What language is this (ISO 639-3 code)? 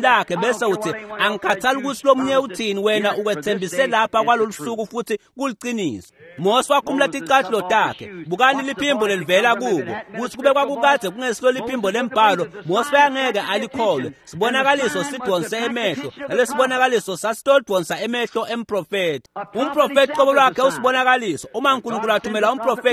ssw